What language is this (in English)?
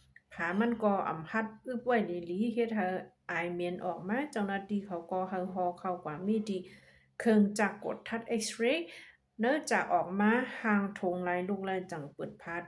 Shan